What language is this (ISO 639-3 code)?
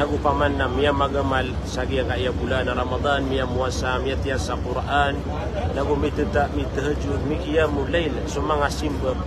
mrw